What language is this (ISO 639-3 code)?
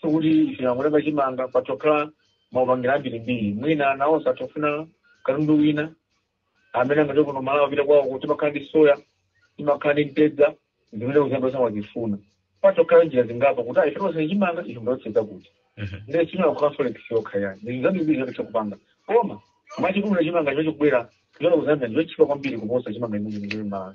nya